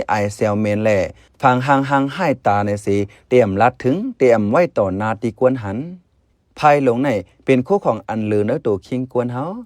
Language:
Shan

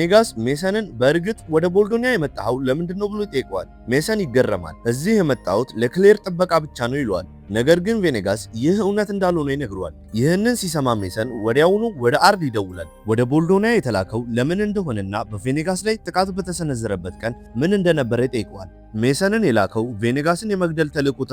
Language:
Amharic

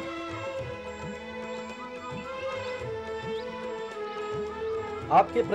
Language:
Hindi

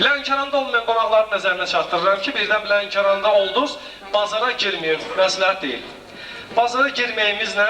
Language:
Azerbaijani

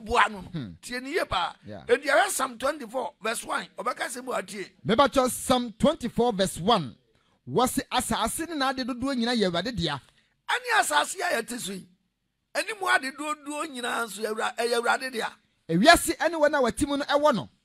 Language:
Akan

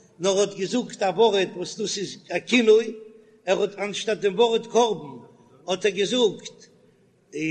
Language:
Yiddish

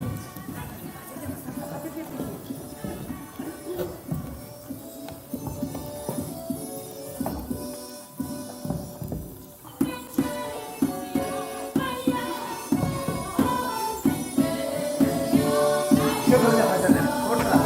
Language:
Chuvash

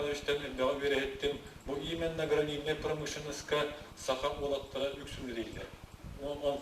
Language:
Yakut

